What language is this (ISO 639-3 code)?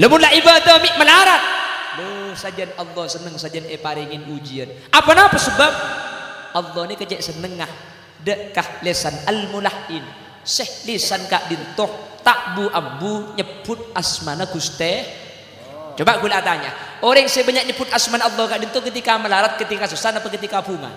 mad